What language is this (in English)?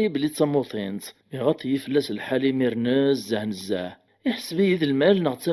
Kabyle